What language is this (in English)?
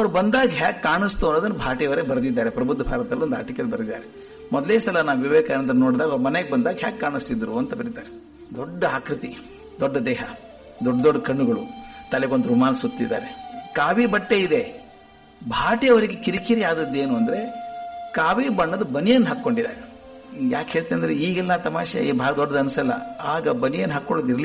Kannada